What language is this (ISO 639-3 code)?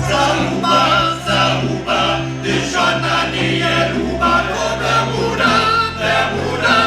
hsb